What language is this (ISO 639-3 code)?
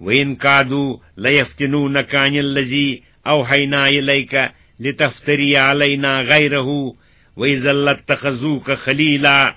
kas